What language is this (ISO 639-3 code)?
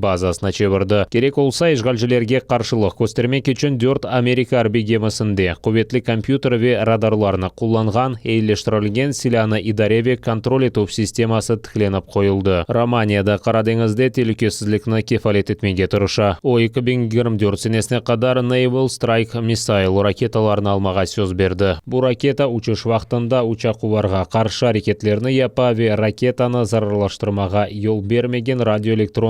crh